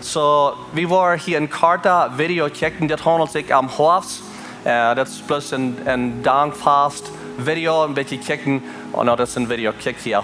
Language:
Plautdietsch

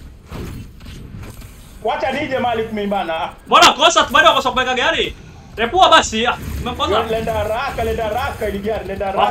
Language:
Swahili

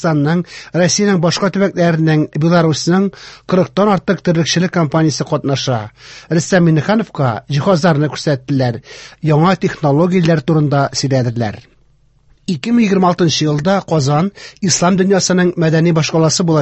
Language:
Tatar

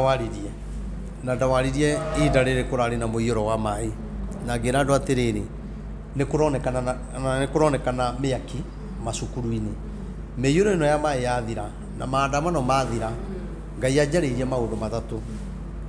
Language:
Kikuyu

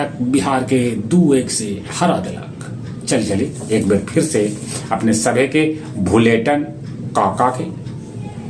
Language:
Magahi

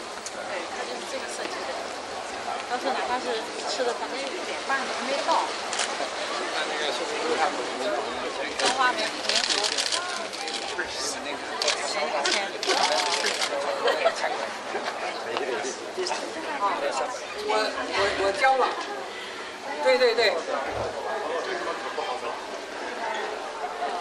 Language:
Chinese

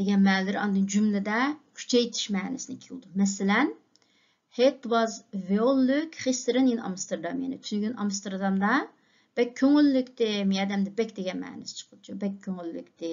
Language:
Uyghur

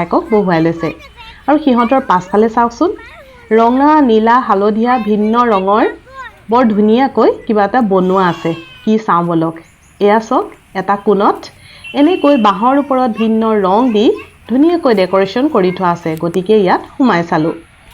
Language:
Assamese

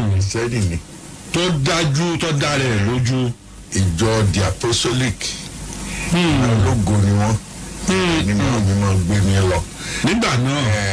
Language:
Yoruba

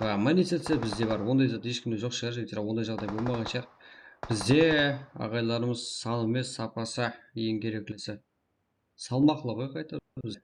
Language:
Kara-Kalpak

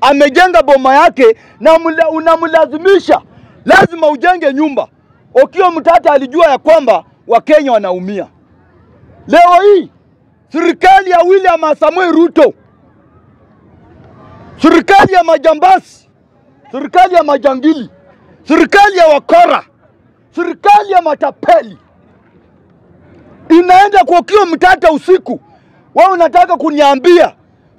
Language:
Swahili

